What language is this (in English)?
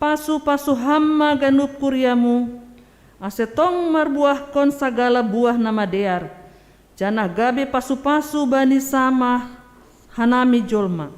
Batak Simalungun